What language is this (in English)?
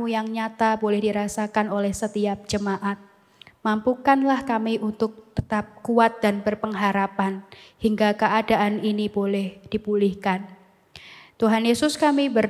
Indonesian